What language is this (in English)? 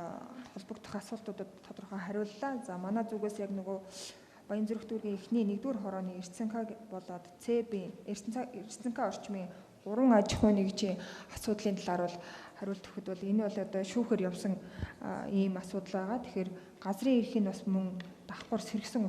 Mongolian